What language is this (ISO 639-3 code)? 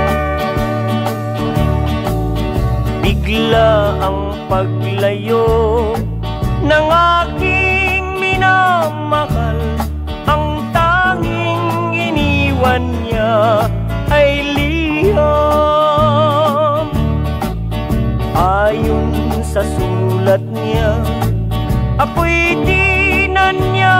fil